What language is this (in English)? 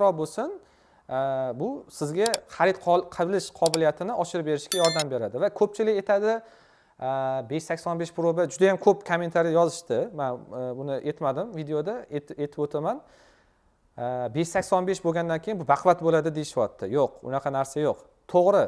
Uzbek